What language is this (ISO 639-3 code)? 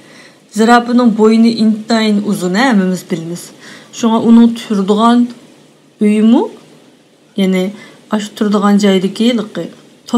uig